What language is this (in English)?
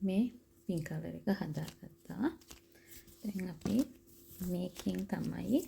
Sinhala